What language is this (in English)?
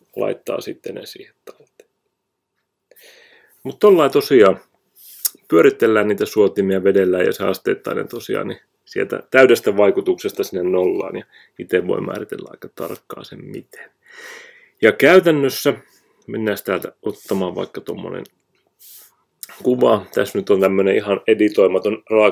Finnish